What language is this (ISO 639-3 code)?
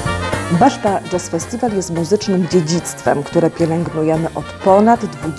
pol